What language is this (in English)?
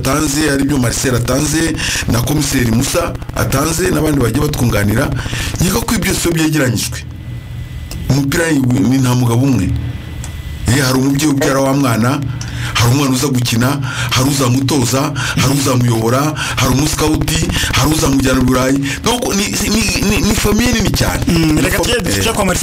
Kinyarwanda